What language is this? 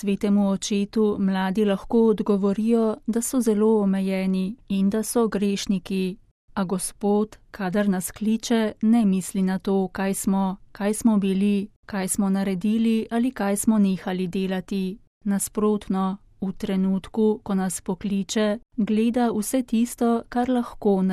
Slovenian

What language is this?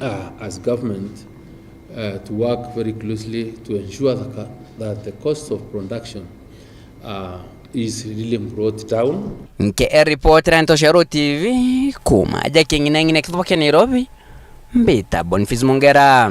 Meru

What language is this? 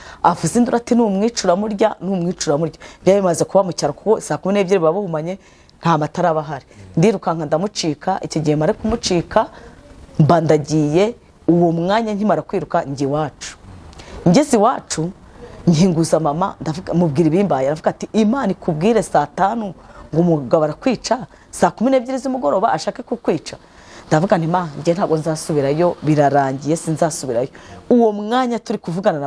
Kinyarwanda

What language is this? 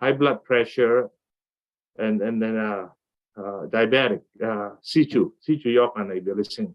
Falam Chin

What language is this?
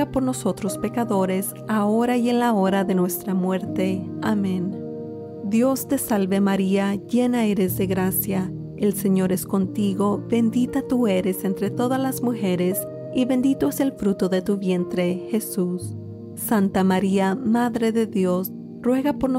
Spanish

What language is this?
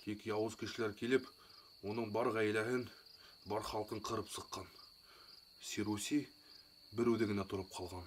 Bashkir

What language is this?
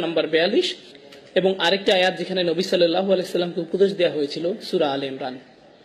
Bangla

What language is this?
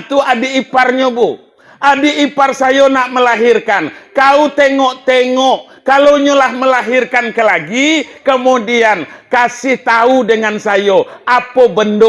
Minangkabau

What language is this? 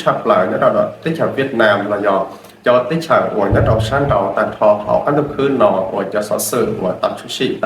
Hmong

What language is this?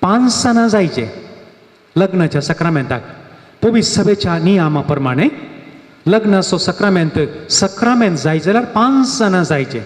Konkani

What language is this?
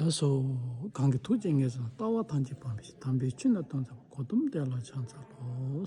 Tibetan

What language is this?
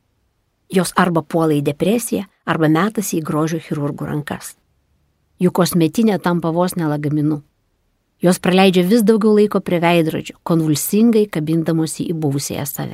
Lithuanian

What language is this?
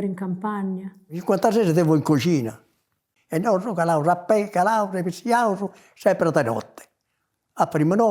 Sardinian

